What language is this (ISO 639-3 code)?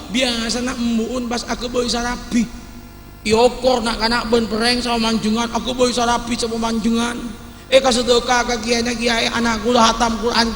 mad